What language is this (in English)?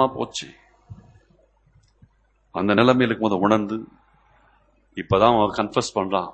Tamil